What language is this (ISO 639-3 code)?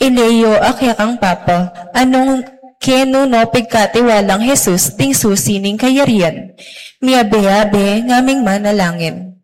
pam